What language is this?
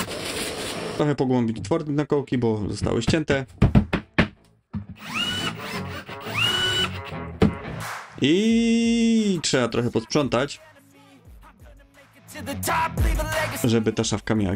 Polish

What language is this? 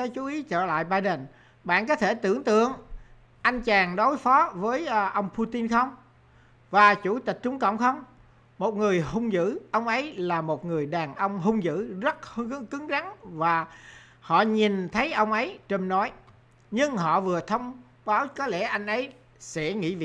Vietnamese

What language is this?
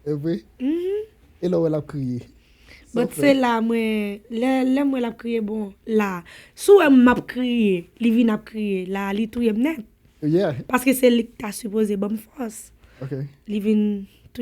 Haitian Creole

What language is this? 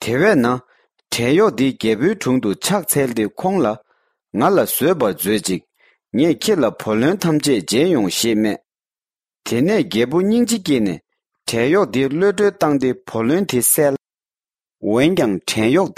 Tibetan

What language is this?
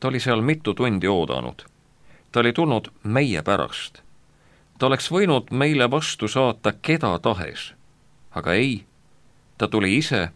Estonian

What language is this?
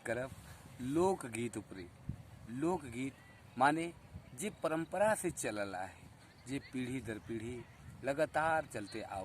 Sadri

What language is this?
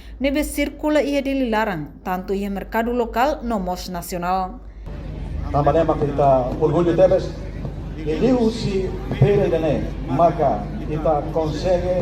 Tetum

